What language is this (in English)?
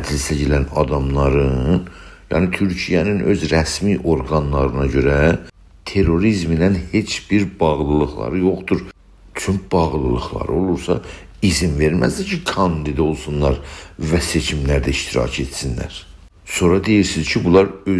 South Azerbaijani